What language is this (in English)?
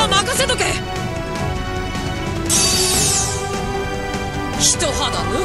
Japanese